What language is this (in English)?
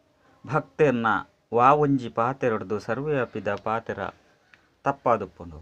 Tulu